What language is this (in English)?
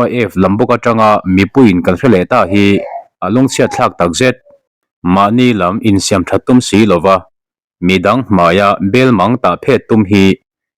Mizo